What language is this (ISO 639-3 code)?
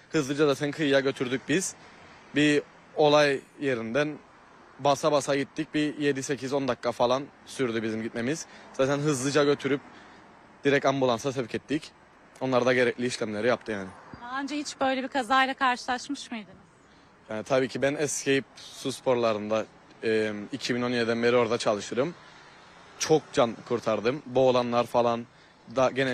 tur